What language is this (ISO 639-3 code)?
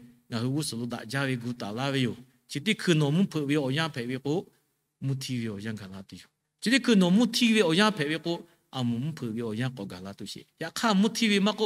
lhu